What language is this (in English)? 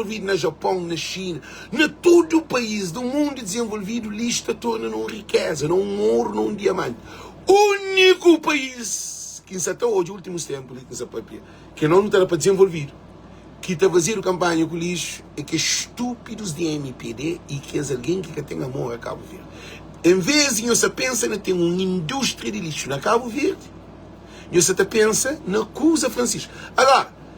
Kabuverdianu